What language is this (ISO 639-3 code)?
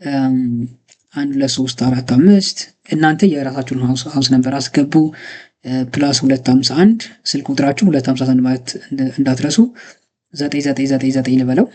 amh